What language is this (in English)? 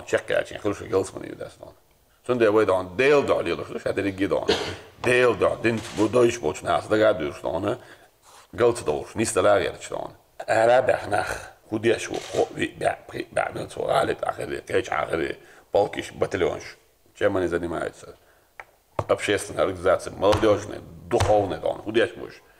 Chechen